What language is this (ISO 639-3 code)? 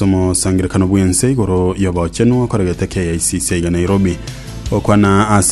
guz